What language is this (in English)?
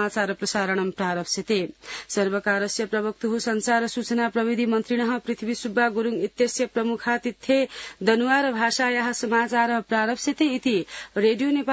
Sanskrit